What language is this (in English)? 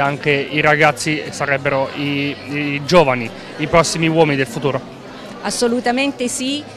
Italian